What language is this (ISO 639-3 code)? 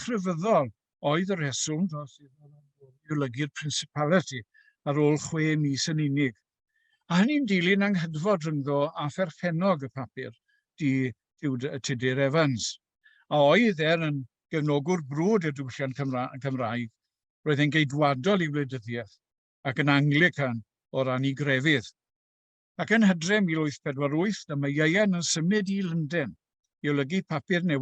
cym